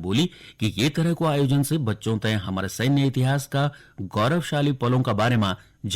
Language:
Garhwali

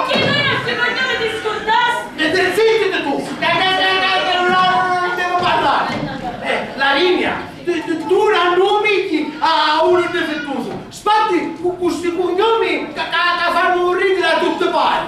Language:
Sicilian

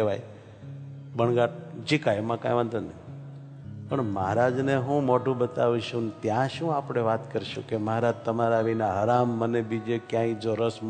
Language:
Gujarati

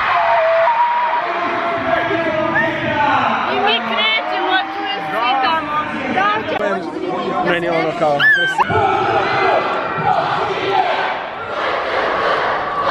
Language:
Serbian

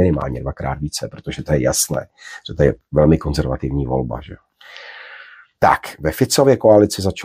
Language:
Czech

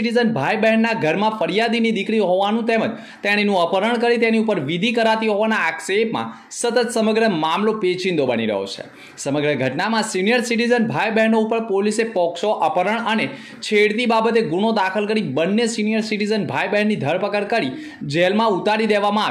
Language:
Gujarati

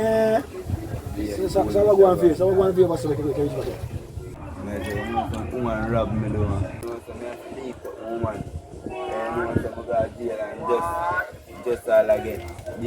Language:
Jamaican Creole English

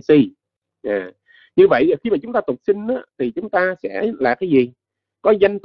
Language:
Vietnamese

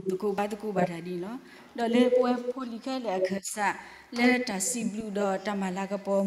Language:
S'gaw Karen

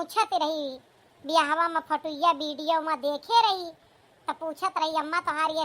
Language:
Awadhi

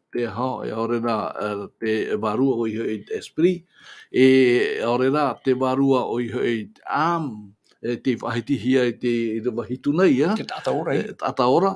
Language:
Tahitian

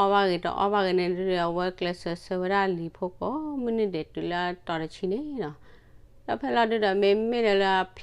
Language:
S'gaw Karen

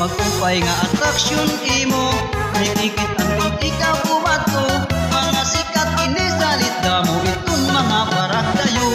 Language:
Waray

